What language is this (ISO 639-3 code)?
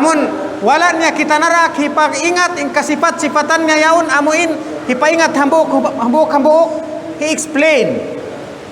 tsg